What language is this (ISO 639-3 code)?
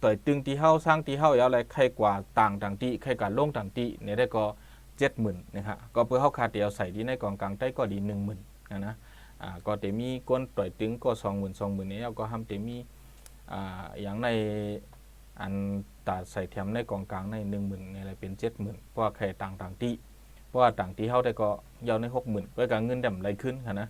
shn